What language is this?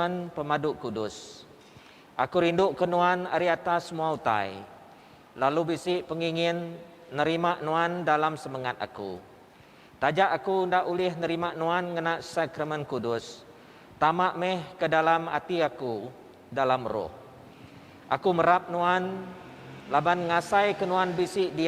Iban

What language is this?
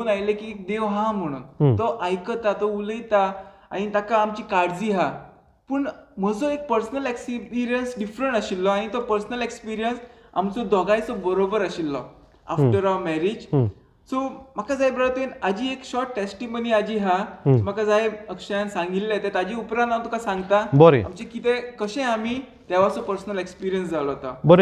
Konkani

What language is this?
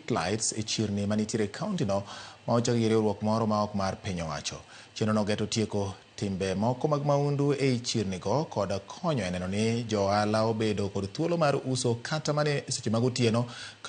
Luo (Kenya and Tanzania)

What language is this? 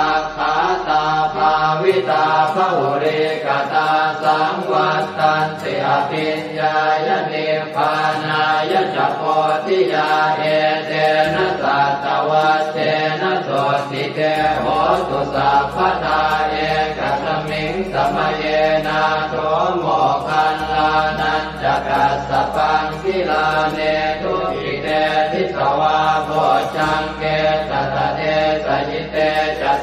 Pali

